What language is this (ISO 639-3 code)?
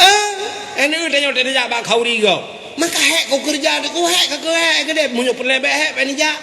ace